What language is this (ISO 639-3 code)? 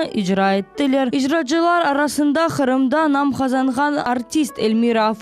crh